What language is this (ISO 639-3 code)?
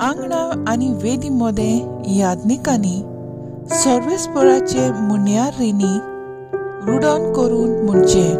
kok